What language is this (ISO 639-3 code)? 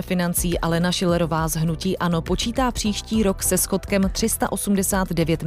ces